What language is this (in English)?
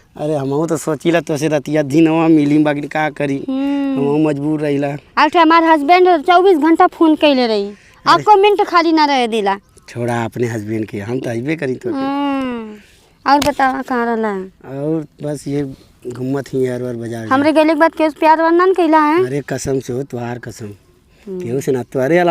Bhojpuri